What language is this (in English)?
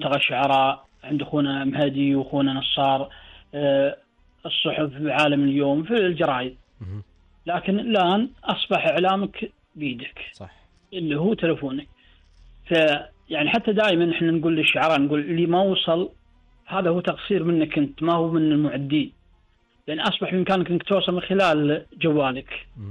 Gulf Arabic